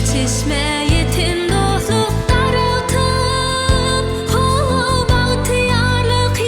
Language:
Turkmen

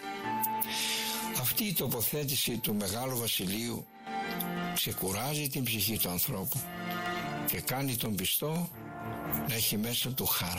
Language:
Greek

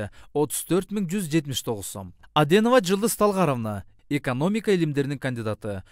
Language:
Kyrgyz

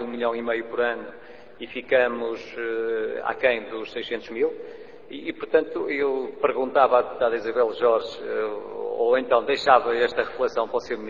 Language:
Portuguese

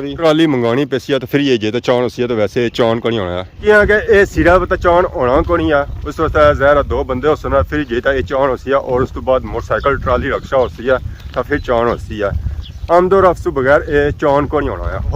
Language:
Pahari-Potwari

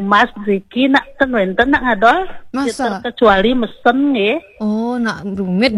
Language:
Balinese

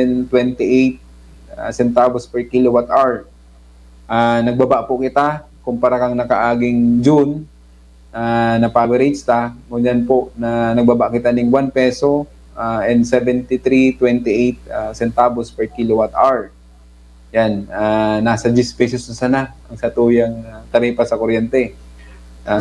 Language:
Bikol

